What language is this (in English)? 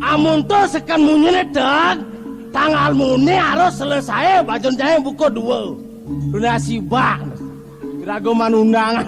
Balinese